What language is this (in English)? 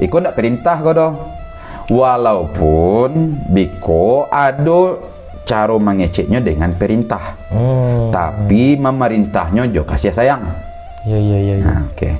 Minangkabau